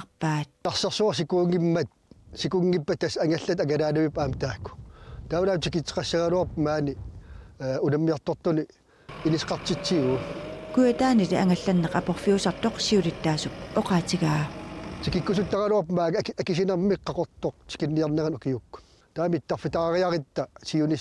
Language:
Kalaallisut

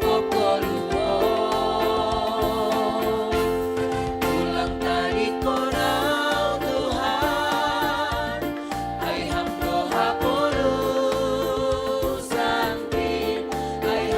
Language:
Batak Simalungun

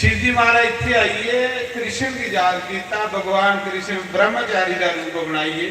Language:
Dogri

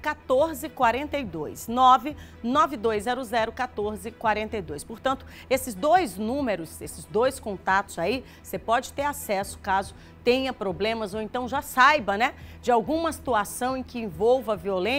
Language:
Portuguese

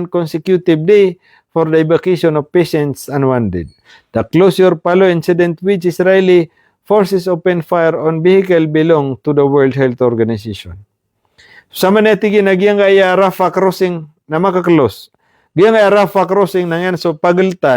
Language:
Maranao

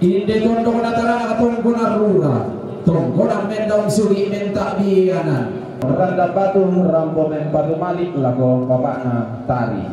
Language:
Toraja-Sa'dan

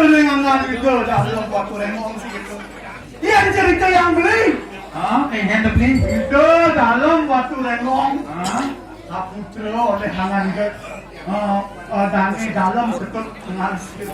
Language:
Balinese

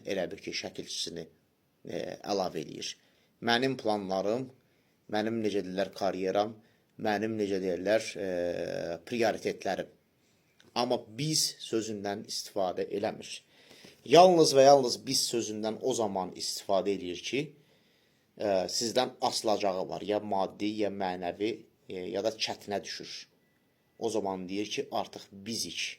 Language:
Azerbaijani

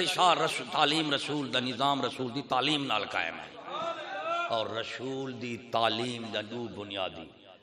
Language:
Saraiki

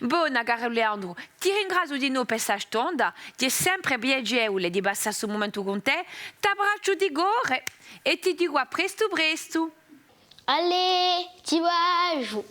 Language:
Corsican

